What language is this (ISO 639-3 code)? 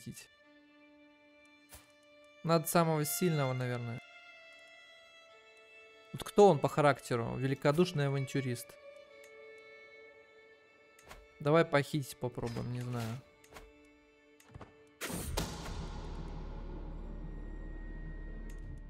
rus